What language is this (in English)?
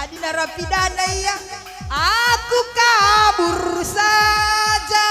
Batak Karo